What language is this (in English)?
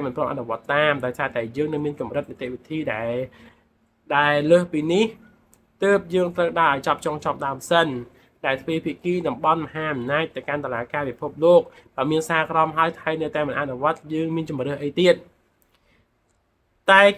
Khmer